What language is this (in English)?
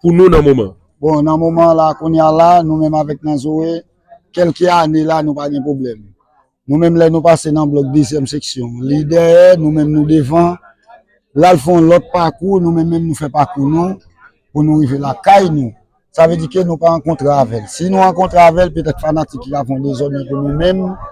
Haitian Creole